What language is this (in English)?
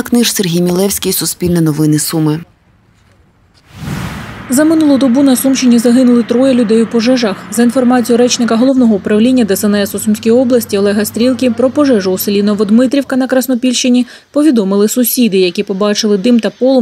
Ukrainian